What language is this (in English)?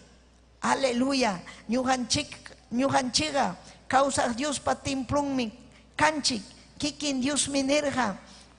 Ayacucho Quechua